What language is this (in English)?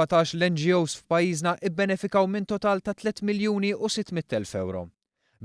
Maltese